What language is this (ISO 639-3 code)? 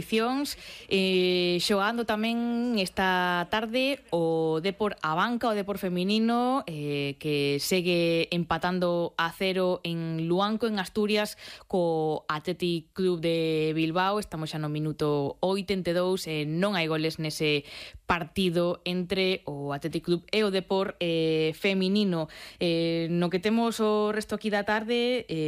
glg